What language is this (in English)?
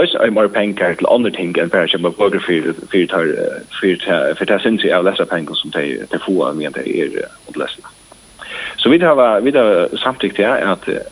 Faroese